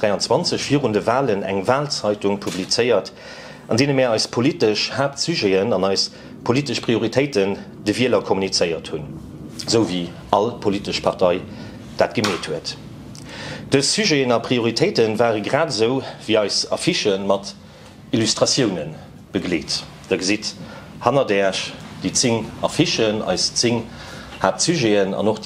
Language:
Luxembourgish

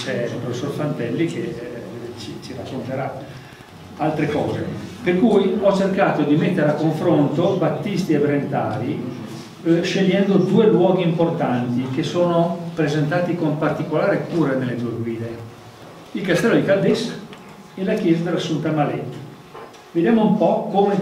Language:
Italian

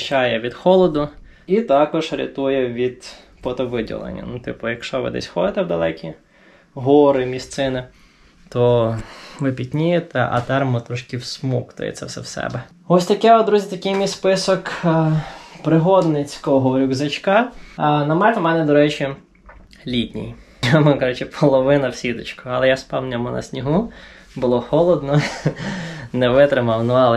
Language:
Ukrainian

